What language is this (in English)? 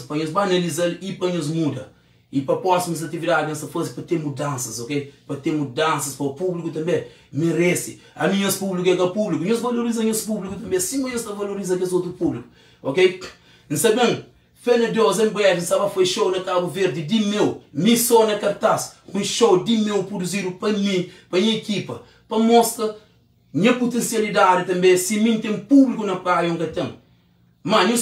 Kabuverdianu